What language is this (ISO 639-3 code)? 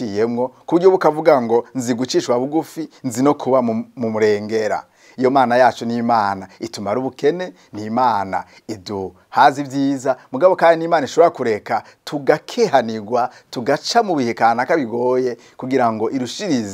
run